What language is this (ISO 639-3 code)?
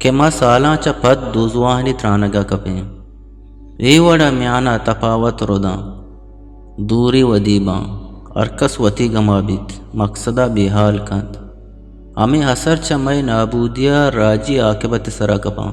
bgp